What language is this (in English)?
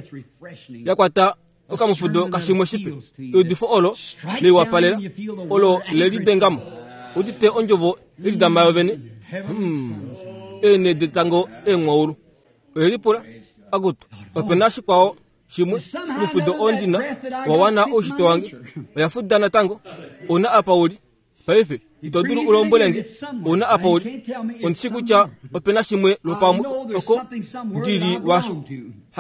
Kuanyama